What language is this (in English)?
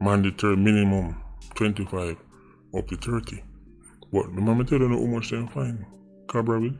Jamaican Creole English